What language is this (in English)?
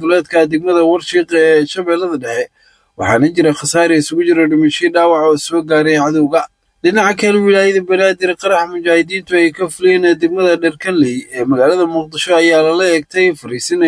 Somali